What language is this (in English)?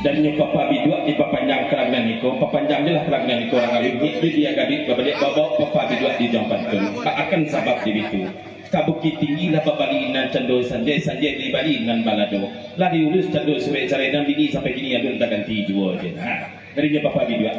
Minangkabau